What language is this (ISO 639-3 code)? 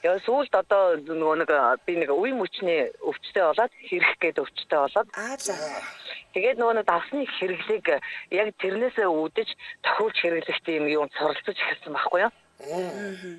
mon